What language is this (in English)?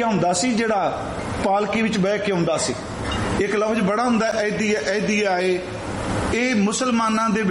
Punjabi